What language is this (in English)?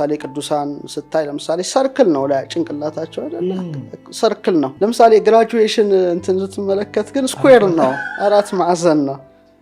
Amharic